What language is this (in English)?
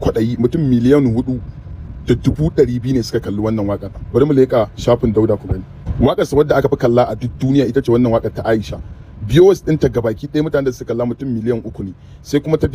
Hausa